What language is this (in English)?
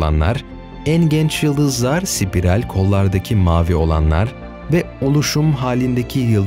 Turkish